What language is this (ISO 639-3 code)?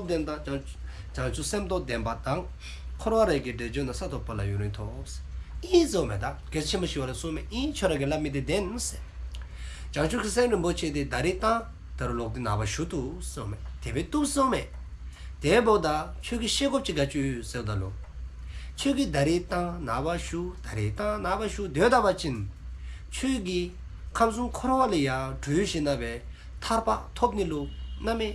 dzo